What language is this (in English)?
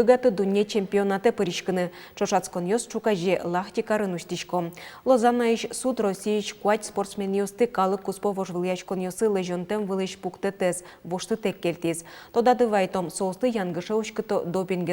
Udmurt